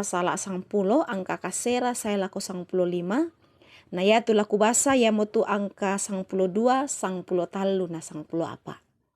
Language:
Toraja-Sa'dan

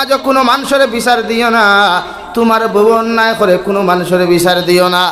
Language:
Sylheti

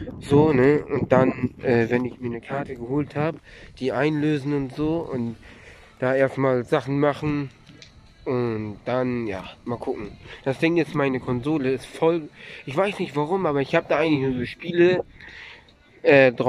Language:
German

